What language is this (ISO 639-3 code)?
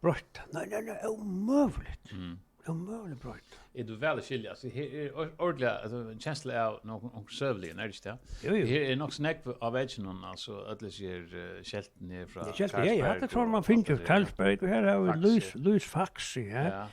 fao